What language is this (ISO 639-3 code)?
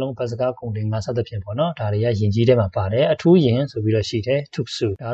mya